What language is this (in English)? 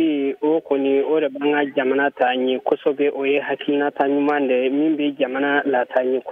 Bambara